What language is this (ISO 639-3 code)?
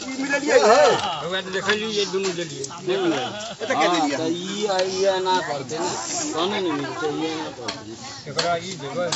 mai